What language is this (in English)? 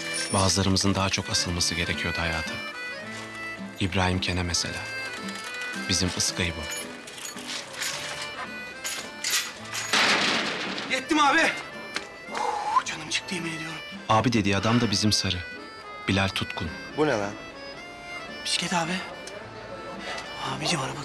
Turkish